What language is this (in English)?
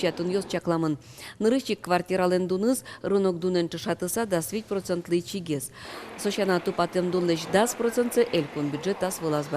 Udmurt